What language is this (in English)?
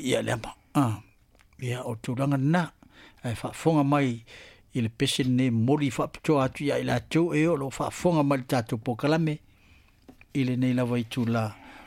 Samoan